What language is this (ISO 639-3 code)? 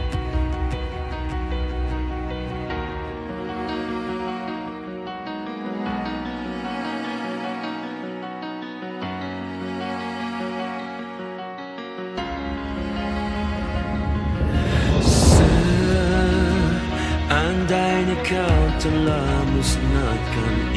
msa